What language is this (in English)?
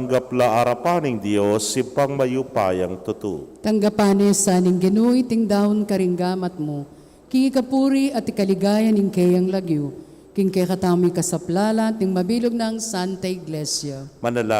Pampanga